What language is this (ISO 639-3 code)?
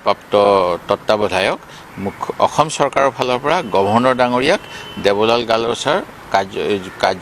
asm